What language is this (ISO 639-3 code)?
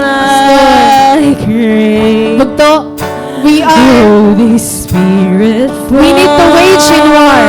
war